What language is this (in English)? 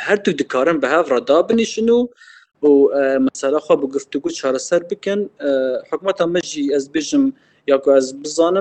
Kurdish